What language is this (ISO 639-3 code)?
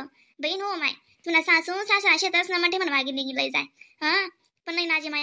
khn